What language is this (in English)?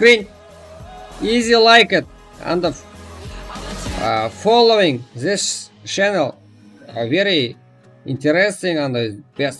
Kara-Kalpak